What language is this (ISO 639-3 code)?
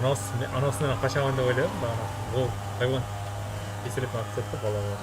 kaa